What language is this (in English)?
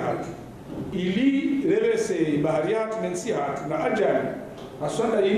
Ngazidja Comorian